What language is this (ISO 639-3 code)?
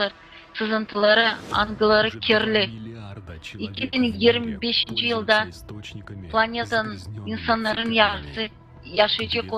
gag